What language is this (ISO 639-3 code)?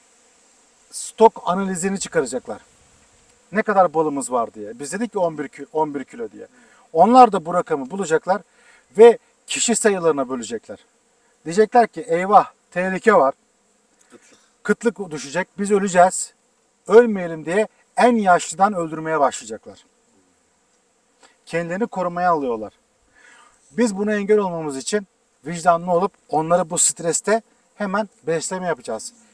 tur